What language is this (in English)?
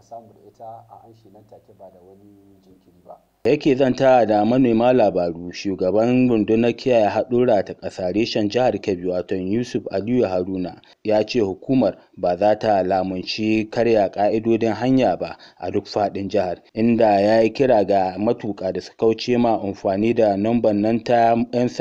Hausa